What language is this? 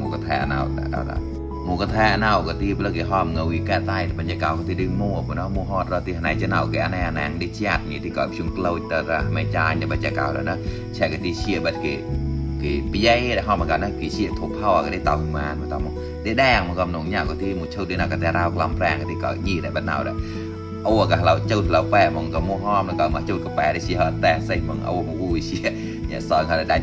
Mon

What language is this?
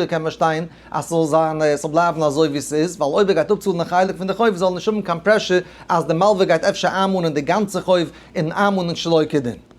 Yiddish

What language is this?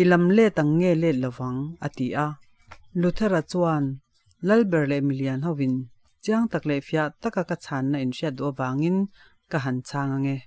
Mizo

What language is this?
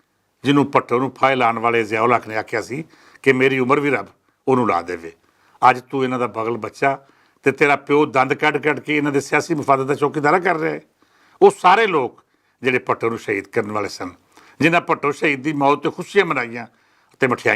Western Panjabi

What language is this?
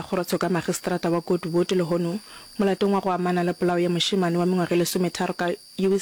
Northern Sotho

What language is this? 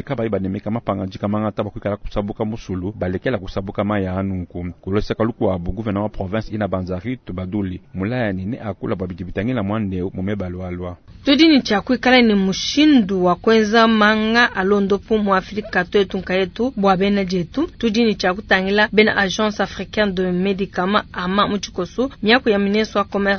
Luba-Lulua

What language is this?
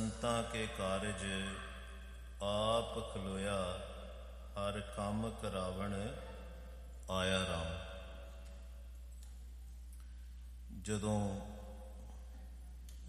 Punjabi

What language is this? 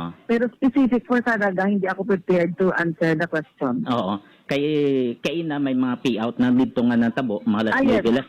Hiligaynon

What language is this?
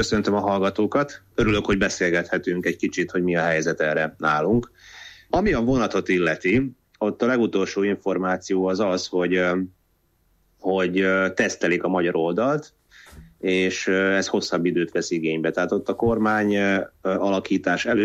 Hungarian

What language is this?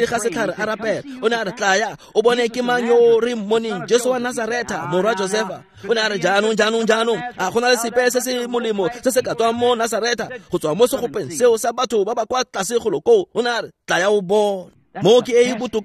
Tswana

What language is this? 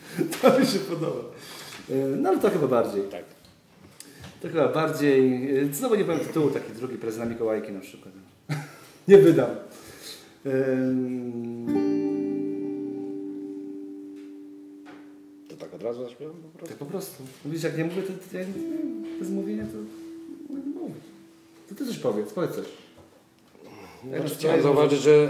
Polish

